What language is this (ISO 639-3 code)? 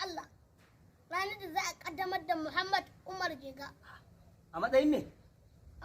hau